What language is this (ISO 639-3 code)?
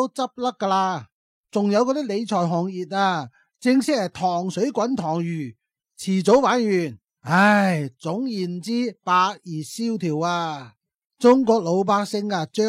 yue